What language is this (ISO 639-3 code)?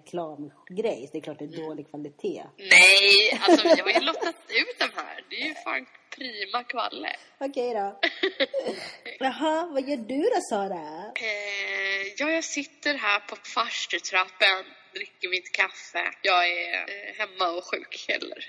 swe